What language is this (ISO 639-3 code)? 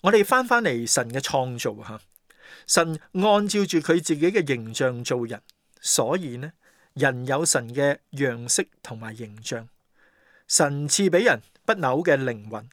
yue